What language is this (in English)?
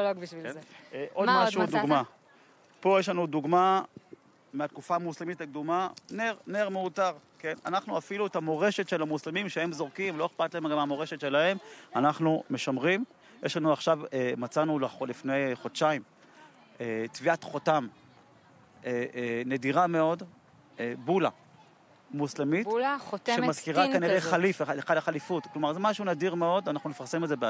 Hebrew